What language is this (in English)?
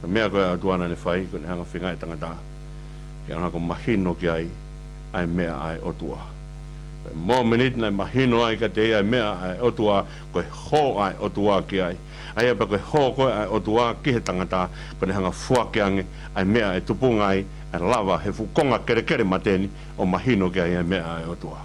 Tongan